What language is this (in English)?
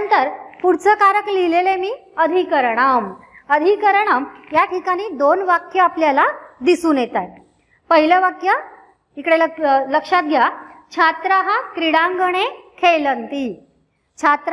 Marathi